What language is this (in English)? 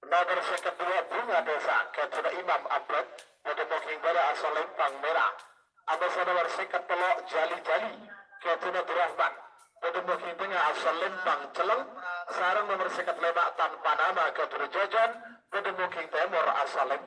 Madurese